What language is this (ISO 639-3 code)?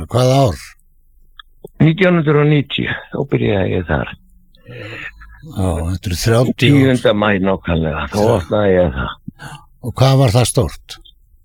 isl